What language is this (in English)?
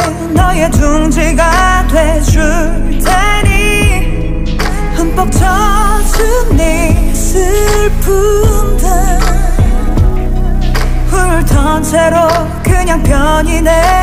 Korean